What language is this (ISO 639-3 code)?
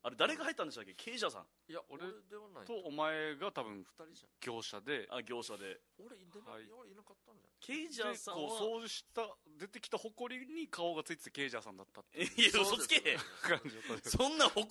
jpn